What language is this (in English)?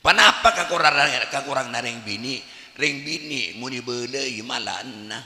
Madurese